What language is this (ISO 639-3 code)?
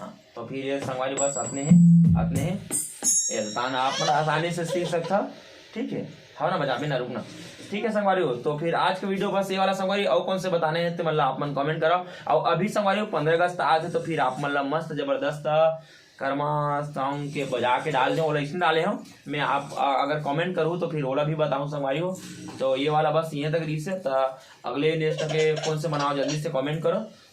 hne